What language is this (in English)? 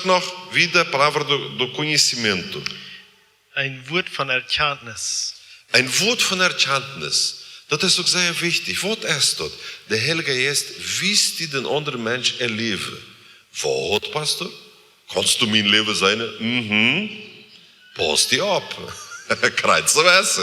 Plautdietsch